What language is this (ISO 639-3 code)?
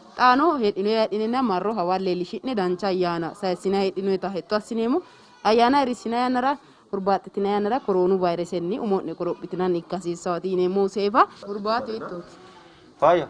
sid